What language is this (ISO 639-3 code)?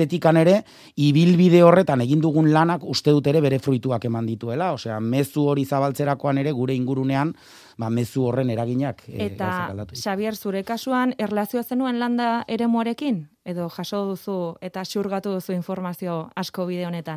eus